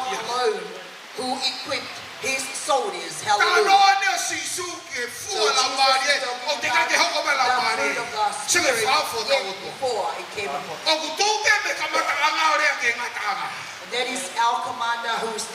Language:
Tongan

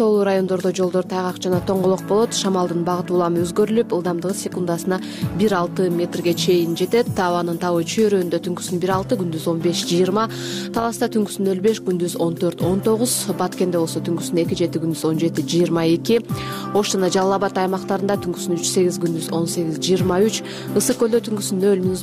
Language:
Kyrgyz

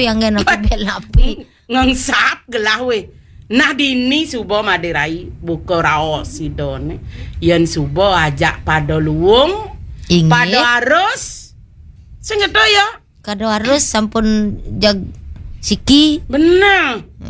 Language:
Balinese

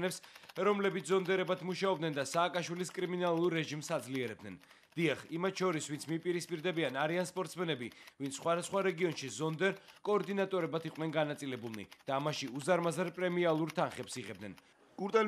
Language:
Georgian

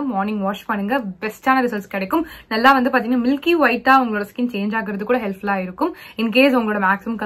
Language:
Tamil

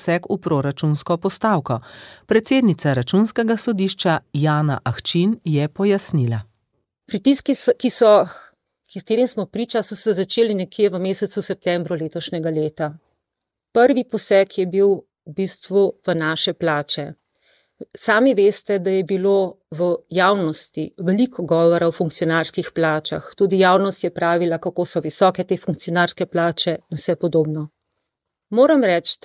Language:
Slovenian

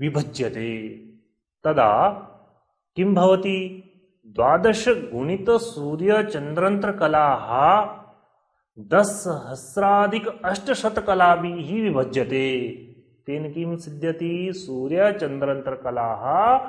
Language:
Sanskrit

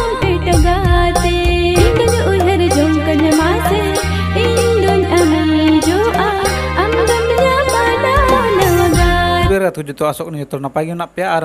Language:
Santali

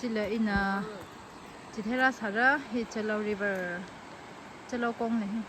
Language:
Tangkhul Naga (India)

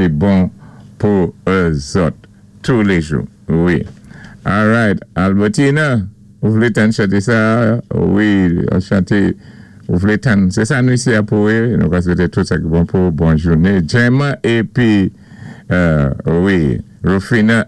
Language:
Saint Lucian Creole French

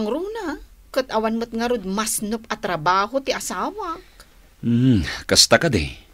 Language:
Iloko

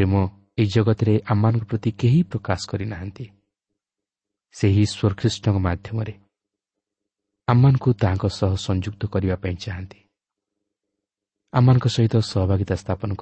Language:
Odia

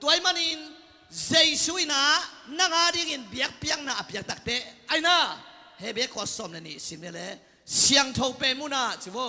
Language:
Tedim Chin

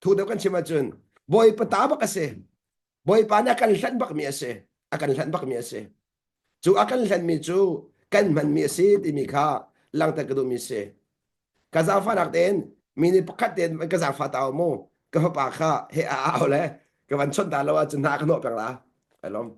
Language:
Hakha Chin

